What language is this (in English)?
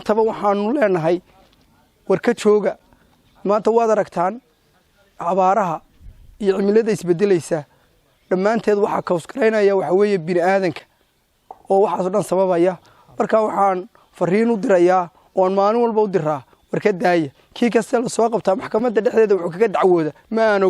Somali